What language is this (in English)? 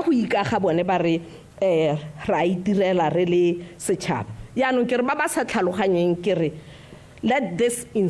Tswana